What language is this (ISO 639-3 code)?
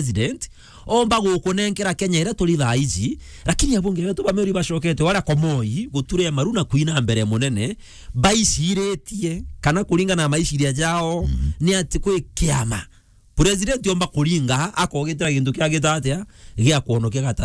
mer